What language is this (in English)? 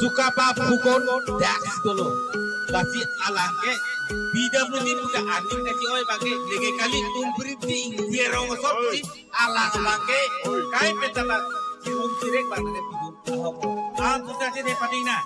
Karbi